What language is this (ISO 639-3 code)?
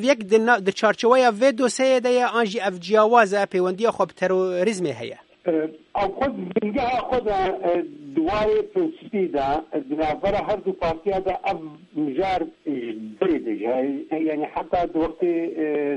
kur